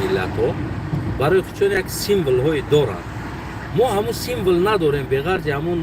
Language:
Tajik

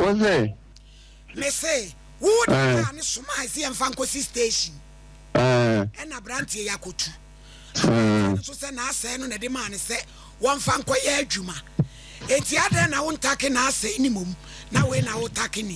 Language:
Akan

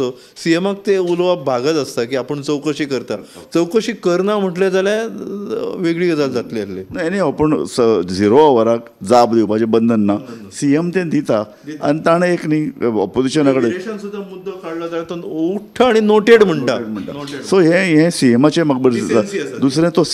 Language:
Konkani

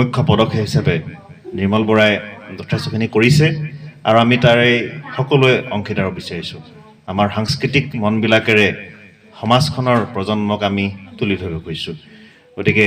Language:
Assamese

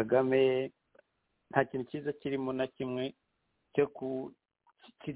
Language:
Kinyarwanda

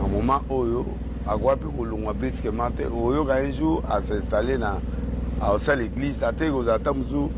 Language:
Lingala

